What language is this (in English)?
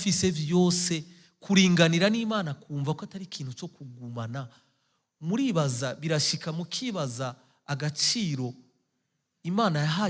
Rundi